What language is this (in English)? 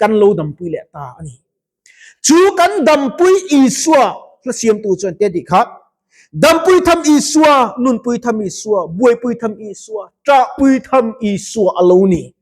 Mizo